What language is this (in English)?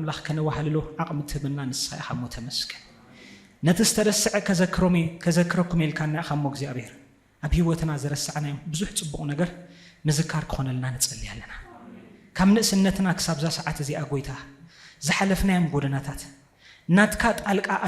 Tigrinya